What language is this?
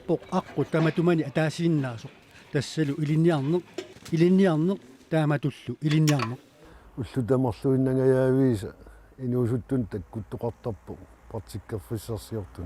Kalaallisut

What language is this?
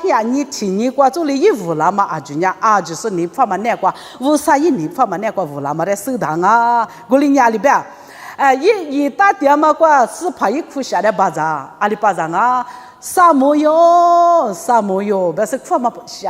Lisu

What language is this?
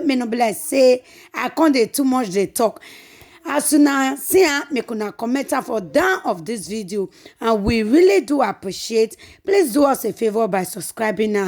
Nigerian Pidgin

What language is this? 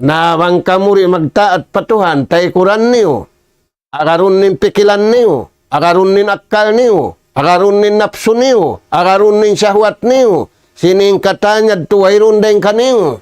Tausug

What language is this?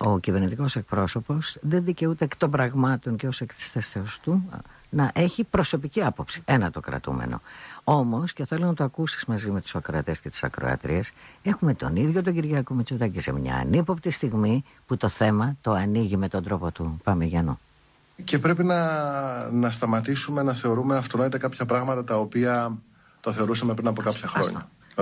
Greek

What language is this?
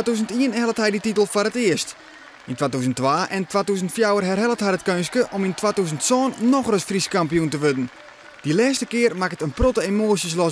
Western Frisian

